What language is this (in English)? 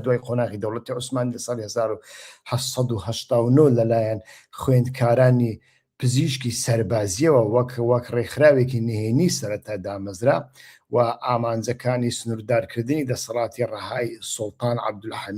Central Kurdish